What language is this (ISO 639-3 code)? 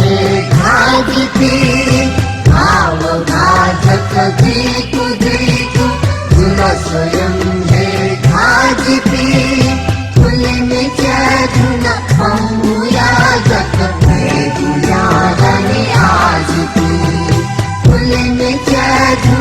new